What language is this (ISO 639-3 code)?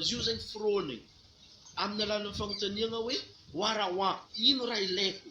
mlg